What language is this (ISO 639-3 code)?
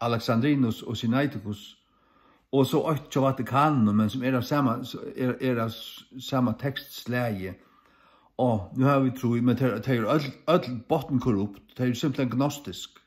fao